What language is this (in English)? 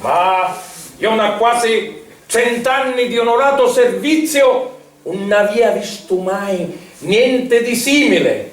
Sicilian